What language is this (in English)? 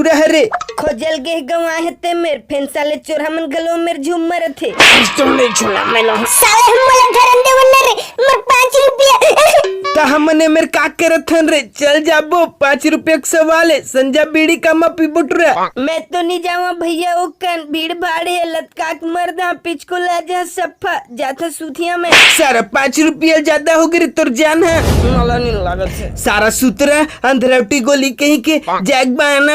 Chhattisgarhi